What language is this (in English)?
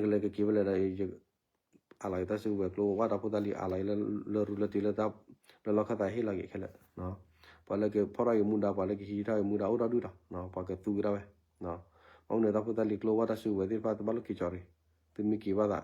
S'gaw Karen